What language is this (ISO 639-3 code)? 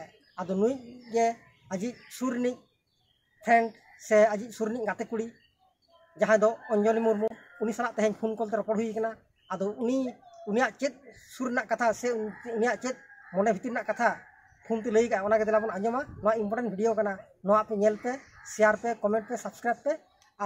sat